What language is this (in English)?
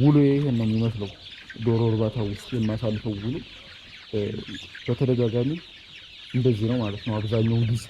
Amharic